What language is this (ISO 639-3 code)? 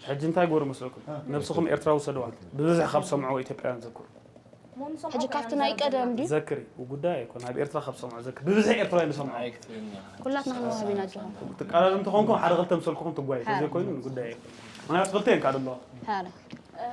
tir